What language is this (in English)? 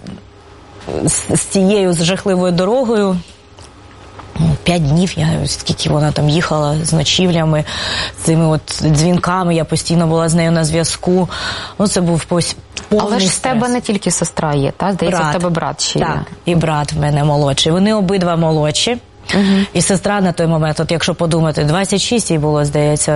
Ukrainian